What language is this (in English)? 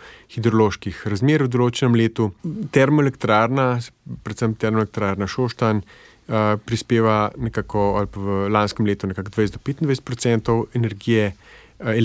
Slovenian